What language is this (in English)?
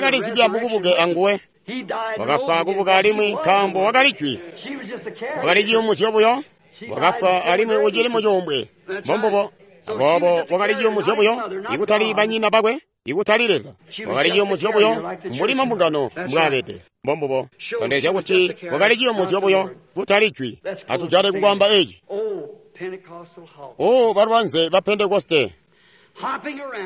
Tonga (Zambia)